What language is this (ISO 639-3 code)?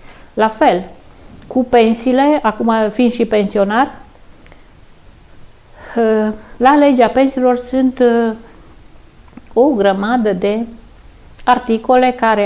ron